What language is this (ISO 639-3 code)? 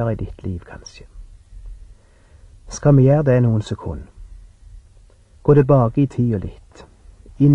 nor